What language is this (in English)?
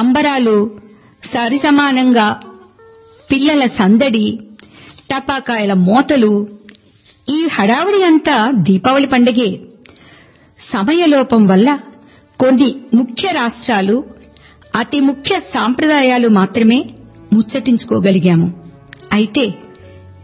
Telugu